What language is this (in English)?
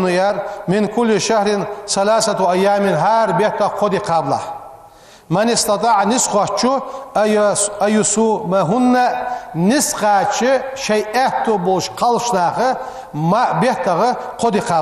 Ingush